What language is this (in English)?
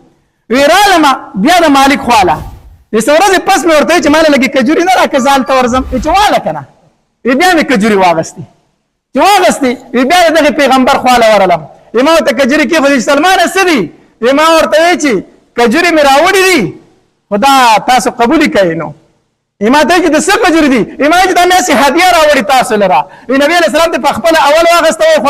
Pashto